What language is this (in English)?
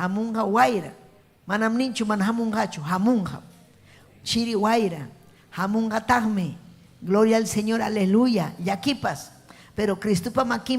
Ayacucho Quechua